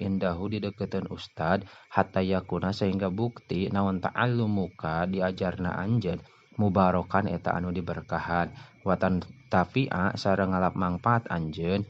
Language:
Sundanese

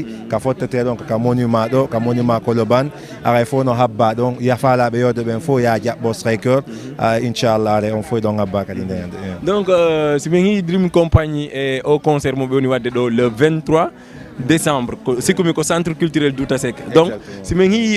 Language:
Fula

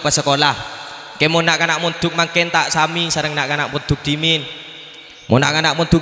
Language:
Madurese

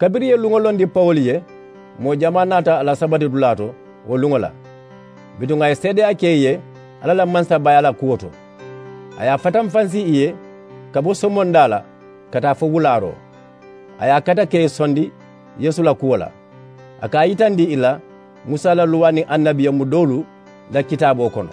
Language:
Mandingo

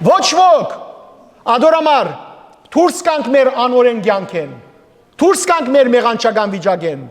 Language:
Western Armenian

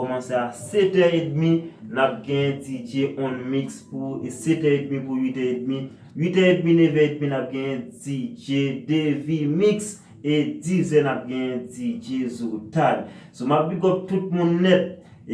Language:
Haitian Creole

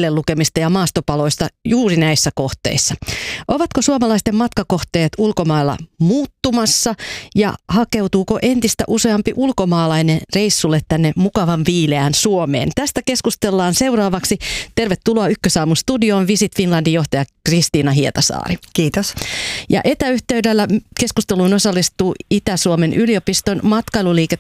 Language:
Finnish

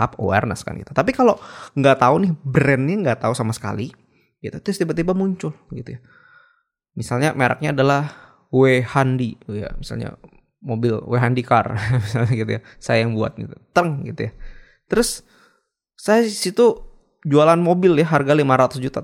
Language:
Indonesian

